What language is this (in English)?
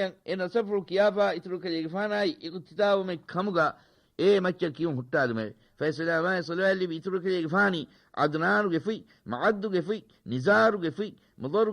Divehi